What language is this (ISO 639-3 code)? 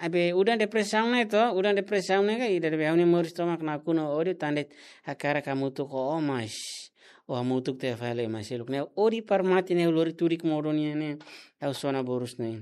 tet